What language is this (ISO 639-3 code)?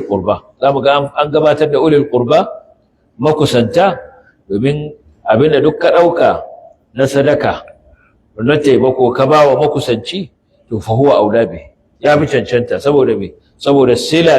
hau